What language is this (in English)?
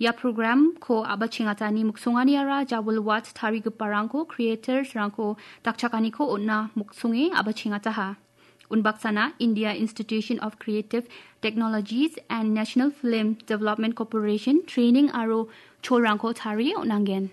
Garo